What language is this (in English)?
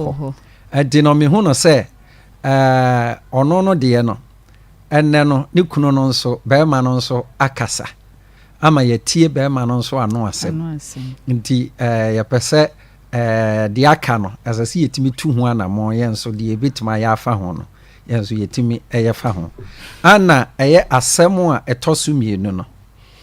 Akan